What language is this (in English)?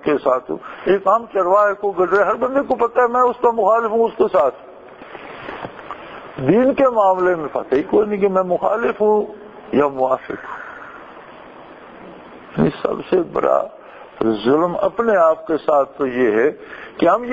Urdu